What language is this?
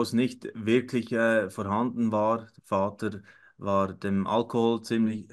Swiss German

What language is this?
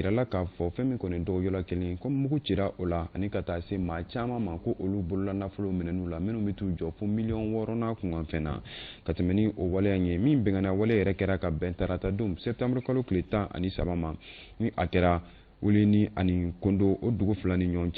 Bambara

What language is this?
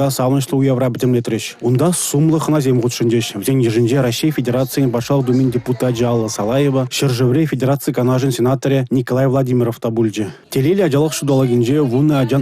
Chuvash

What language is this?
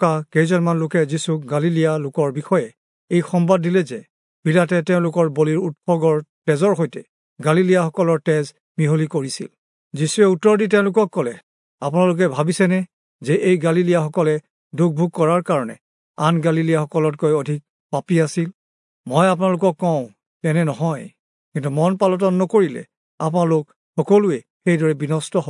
Assamese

